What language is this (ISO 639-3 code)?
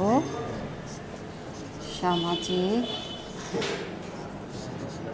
ben